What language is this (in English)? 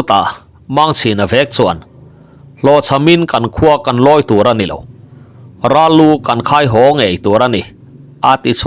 Mizo